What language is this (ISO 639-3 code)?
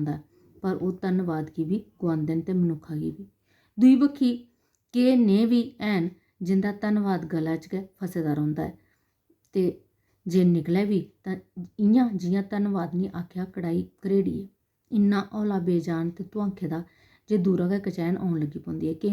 doi